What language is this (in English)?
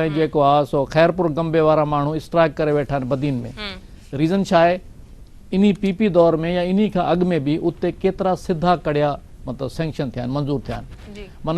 Sindhi